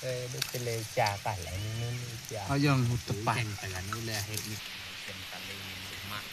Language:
Northeastern Thai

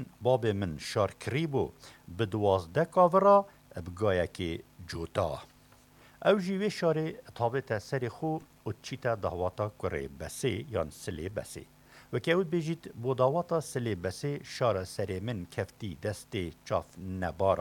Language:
Kurdish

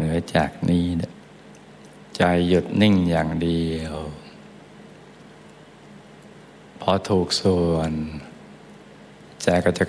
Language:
Thai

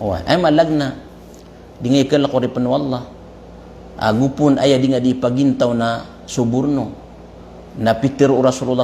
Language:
Maranao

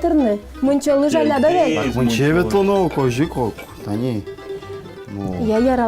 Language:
Udmurt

